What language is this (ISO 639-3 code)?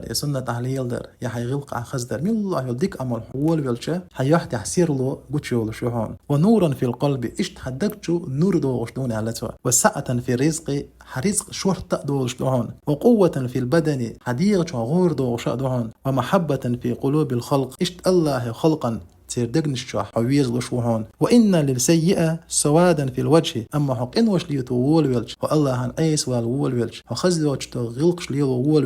che